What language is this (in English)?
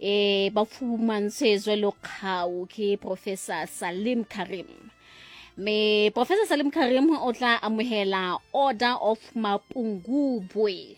Southern Sotho